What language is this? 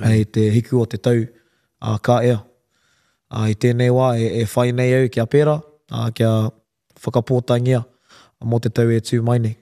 Māori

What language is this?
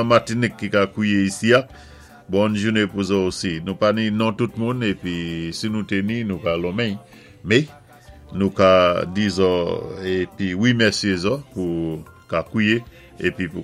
Saint Lucian Creole French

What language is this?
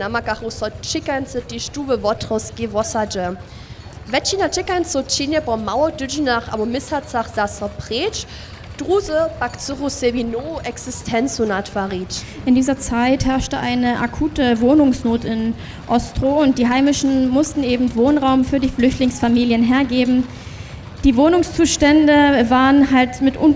Upper Sorbian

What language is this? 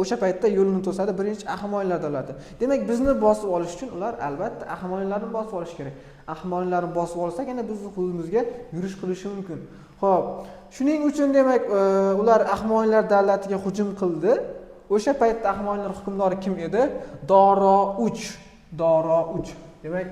Uzbek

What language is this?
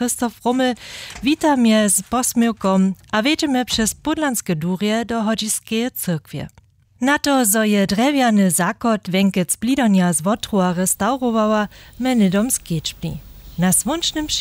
Upper Sorbian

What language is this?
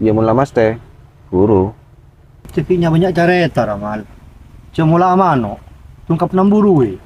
Madurese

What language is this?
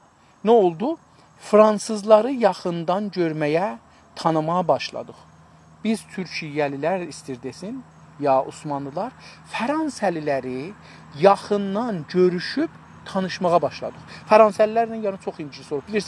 South Azerbaijani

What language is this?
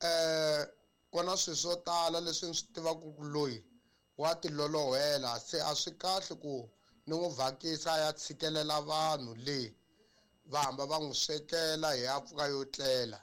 Tsonga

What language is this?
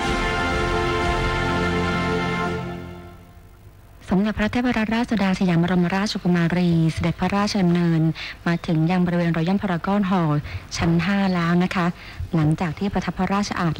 Thai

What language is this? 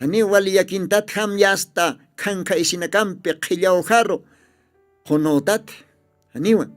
Aymara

